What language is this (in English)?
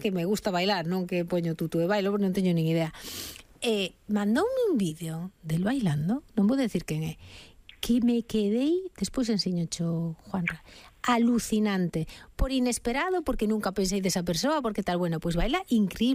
Galician